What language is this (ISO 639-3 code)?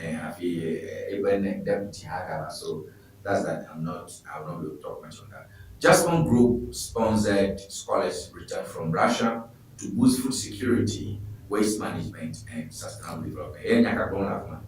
ewe